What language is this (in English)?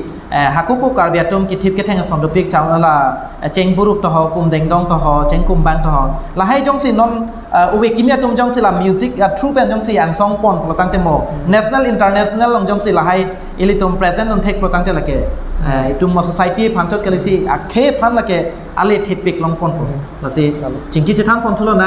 Karbi